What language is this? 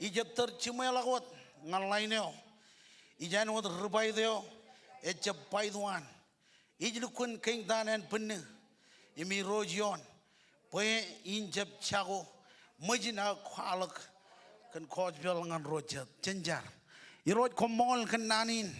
Marshallese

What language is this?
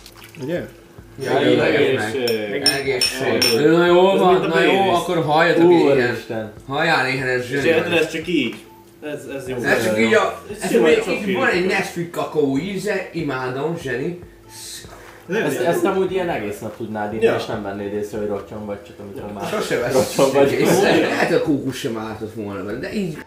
Hungarian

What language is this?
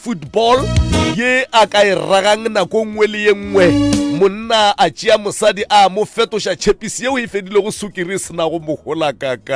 Northern Sotho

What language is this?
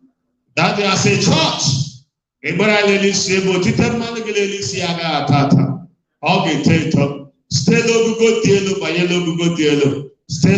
Igbo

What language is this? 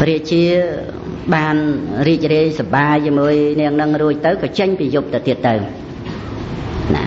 Khmer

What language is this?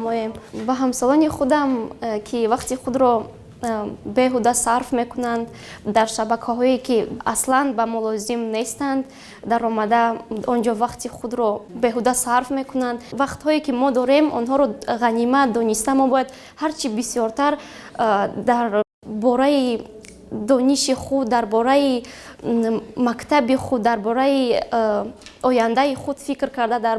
Tajik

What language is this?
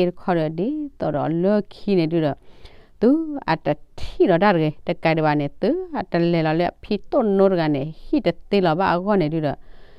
S'gaw Karen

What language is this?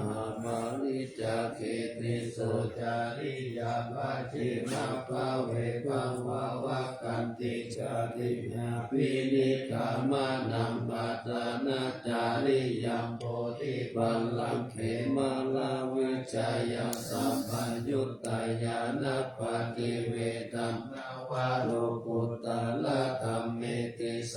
Pali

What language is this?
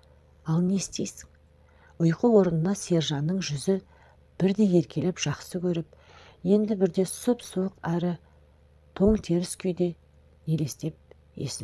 Kazakh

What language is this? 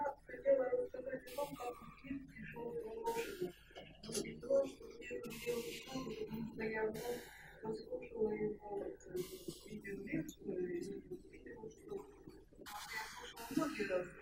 Russian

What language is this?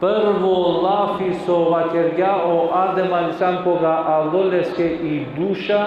Balkan Romani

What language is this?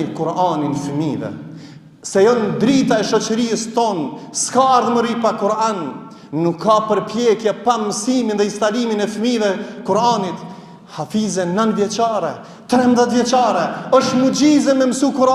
Albanian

